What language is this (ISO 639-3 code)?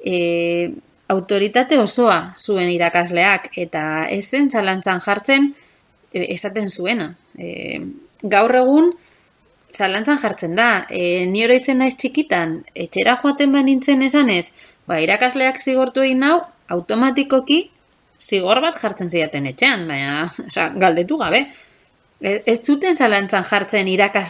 eus